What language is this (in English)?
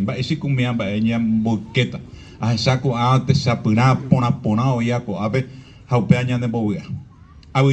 Guarani